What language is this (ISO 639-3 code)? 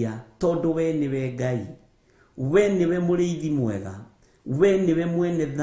kik